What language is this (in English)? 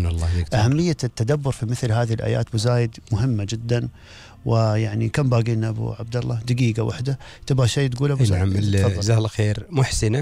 Gulf Arabic